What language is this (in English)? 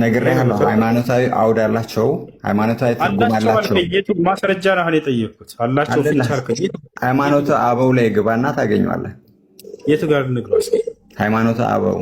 Amharic